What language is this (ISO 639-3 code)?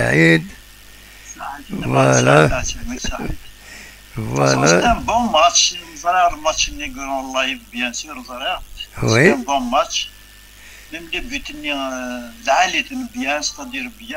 kab